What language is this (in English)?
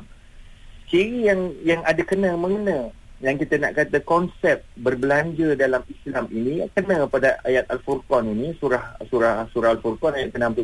Malay